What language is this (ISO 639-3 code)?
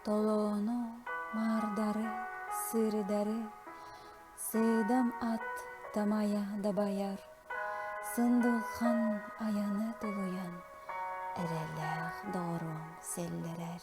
sah